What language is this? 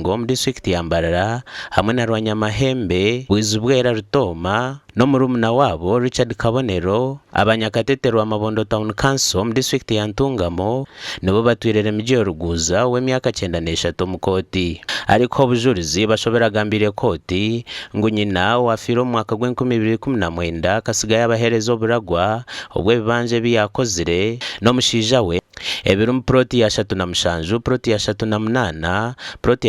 Nyankole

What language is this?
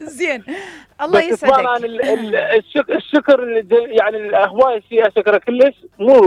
Mesopotamian Arabic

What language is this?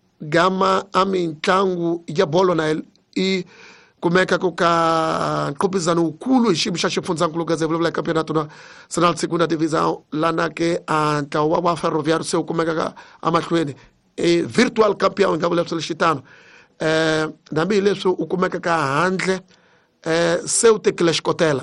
Tsonga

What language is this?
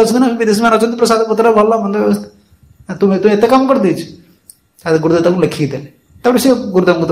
Odia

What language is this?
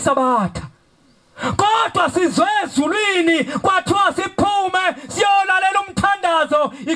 Zulu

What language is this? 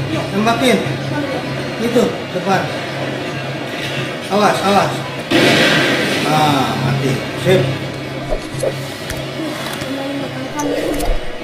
Indonesian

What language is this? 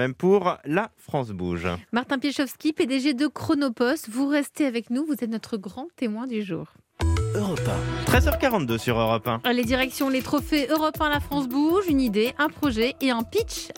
French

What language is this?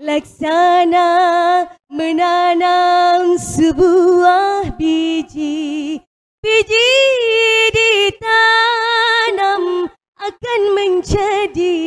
Banjar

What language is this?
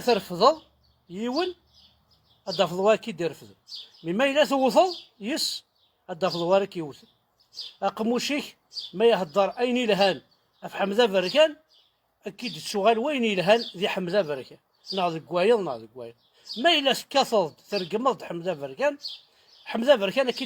Kabyle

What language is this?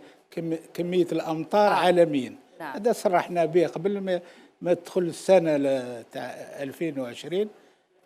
Algerian Arabic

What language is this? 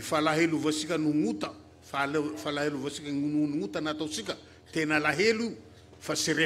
Malagasy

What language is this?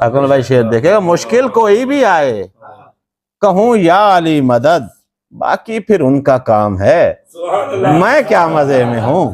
Saraiki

